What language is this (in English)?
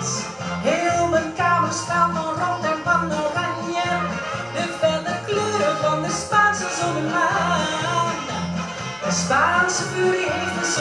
Dutch